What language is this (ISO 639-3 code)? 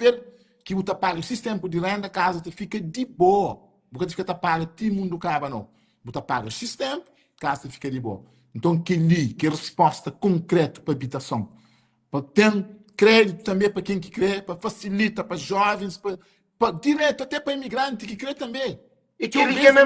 kea